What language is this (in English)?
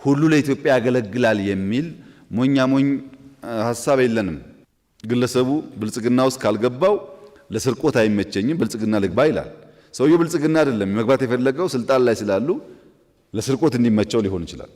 Amharic